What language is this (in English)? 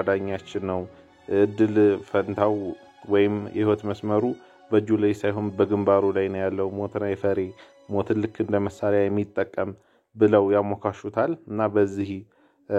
Amharic